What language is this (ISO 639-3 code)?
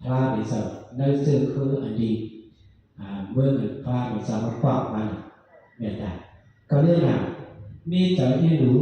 shn